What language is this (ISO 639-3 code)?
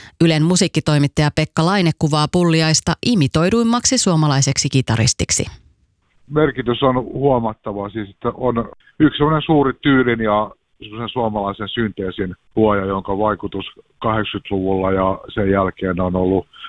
fin